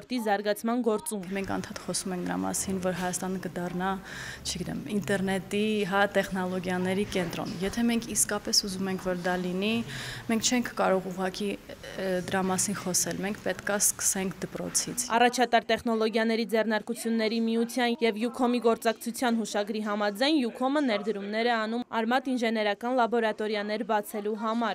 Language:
Armenian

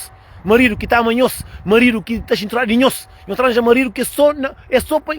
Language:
Kabuverdianu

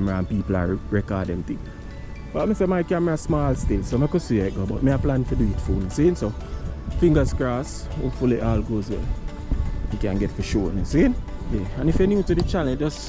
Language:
Jamaican Creole English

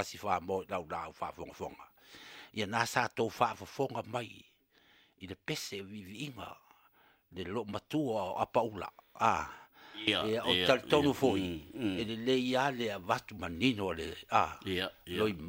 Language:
Samoan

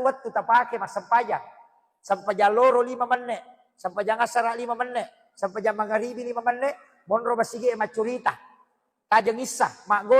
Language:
Buginese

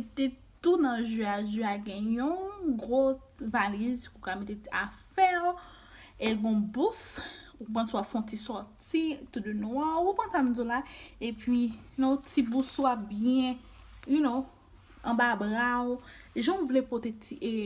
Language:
Haitian Creole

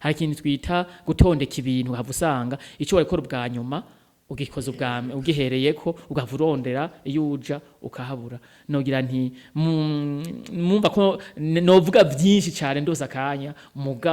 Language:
Rundi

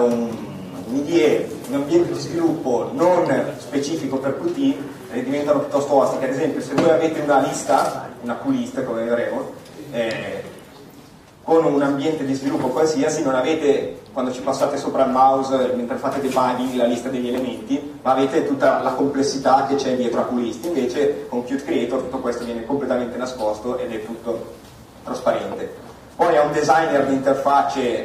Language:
Italian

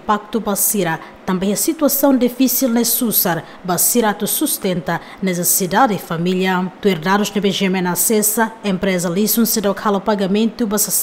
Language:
Tetum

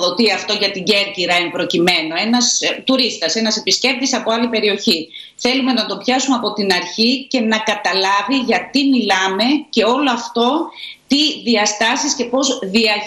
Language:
Greek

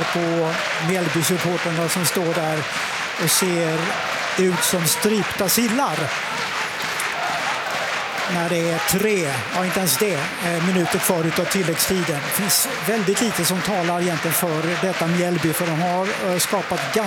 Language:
Swedish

